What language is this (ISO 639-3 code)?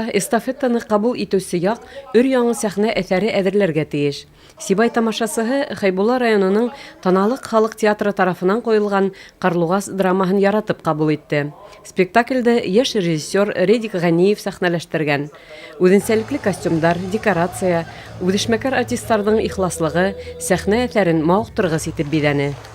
bak